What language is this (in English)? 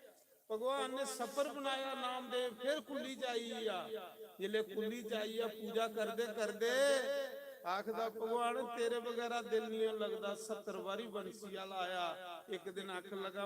Dogri